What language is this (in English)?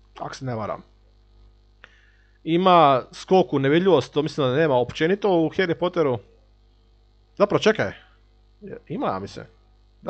Croatian